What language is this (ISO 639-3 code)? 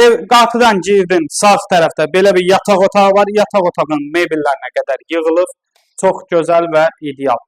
aze